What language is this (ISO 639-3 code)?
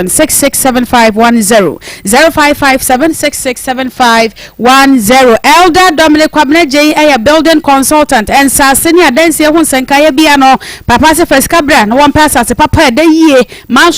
aka